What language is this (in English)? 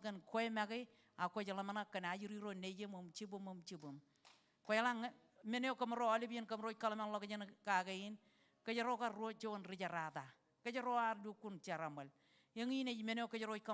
Marshallese